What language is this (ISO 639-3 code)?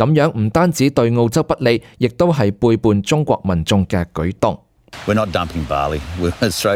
yue